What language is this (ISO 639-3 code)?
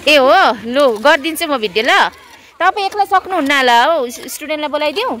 nep